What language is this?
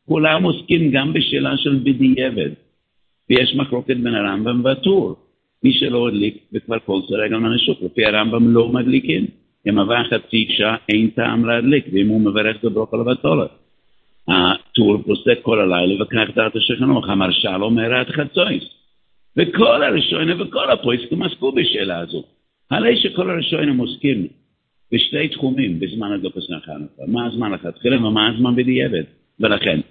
Hebrew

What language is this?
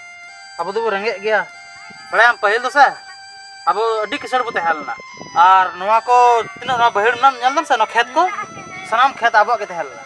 Santali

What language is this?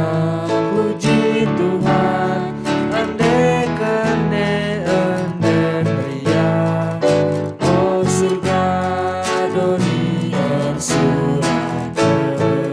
Batak Karo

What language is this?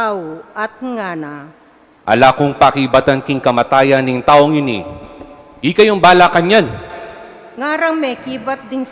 Pampanga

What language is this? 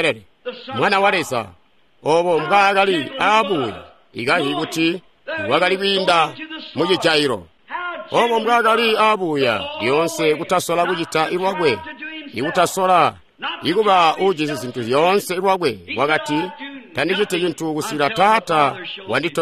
Tonga (Zambia)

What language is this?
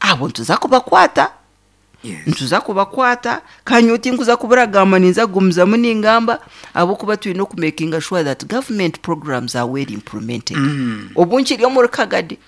Nyankole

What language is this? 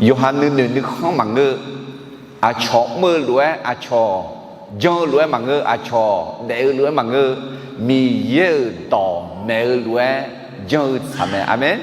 Akha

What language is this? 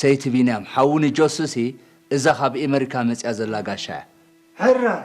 Tigrinya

